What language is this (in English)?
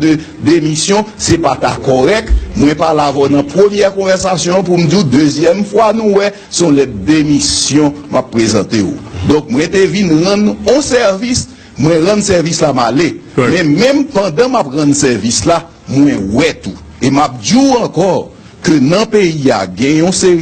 Haitian Creole